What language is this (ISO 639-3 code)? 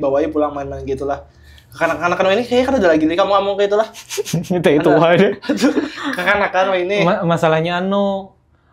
bjn